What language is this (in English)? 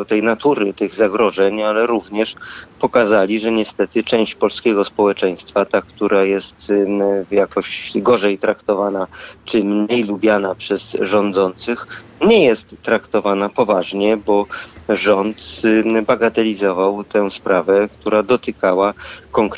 Polish